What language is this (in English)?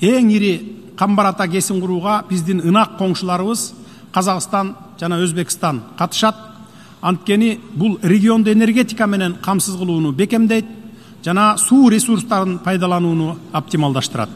Kyrgyz